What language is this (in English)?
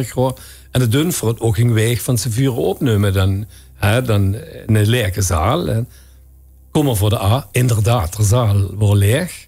Limburgish